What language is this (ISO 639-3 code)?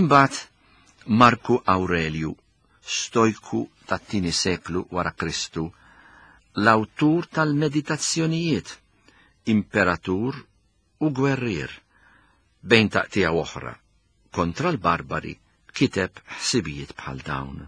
mlt